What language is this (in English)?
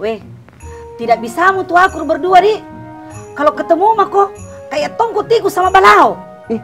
Makassar Malay